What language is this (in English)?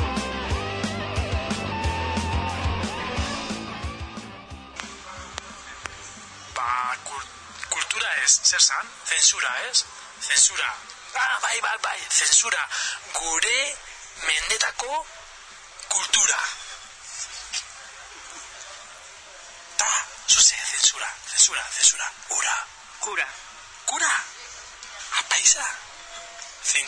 Basque